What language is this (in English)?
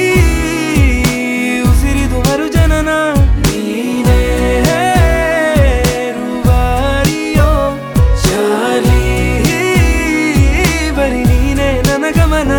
Kannada